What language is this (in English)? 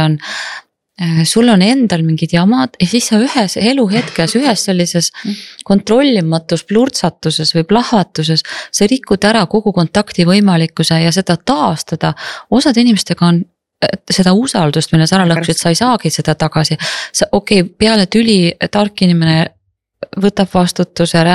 Estonian